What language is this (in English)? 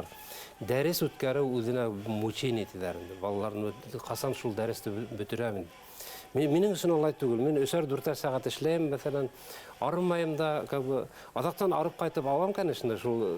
Bashkir